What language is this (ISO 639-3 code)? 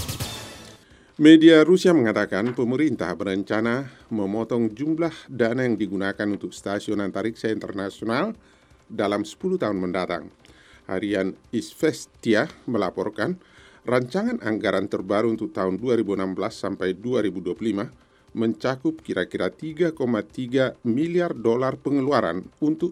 ind